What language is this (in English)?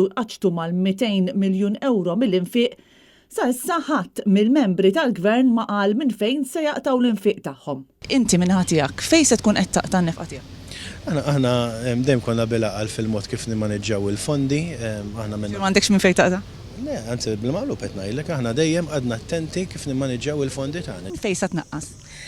Maltese